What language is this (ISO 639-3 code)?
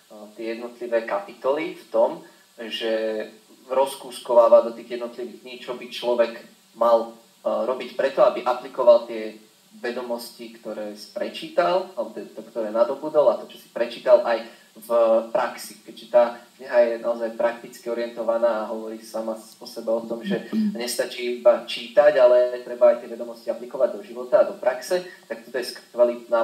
slk